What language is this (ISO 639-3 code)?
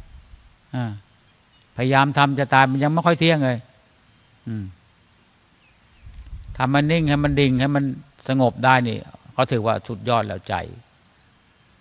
tha